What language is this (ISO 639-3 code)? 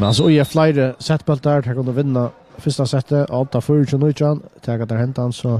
fao